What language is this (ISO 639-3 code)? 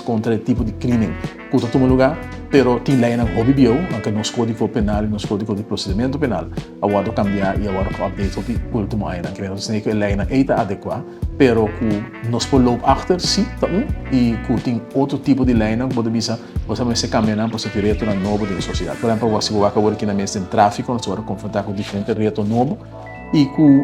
pap